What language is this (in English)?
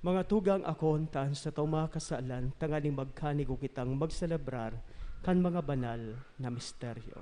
Bikol